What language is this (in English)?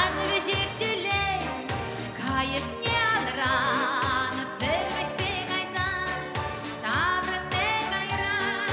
Chuvash